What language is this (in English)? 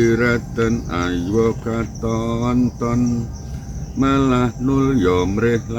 Javanese